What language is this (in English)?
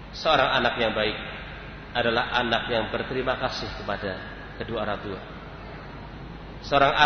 Indonesian